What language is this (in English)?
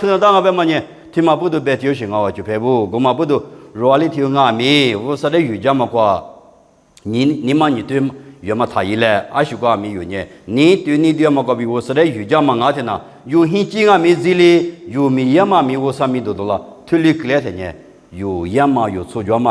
Lisu